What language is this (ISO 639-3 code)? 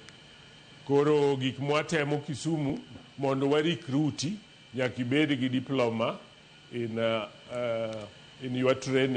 luo